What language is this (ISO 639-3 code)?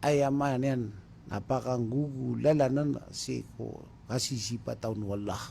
mrw